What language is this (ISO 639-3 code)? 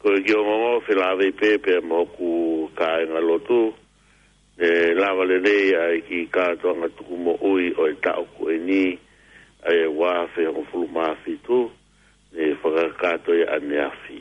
ton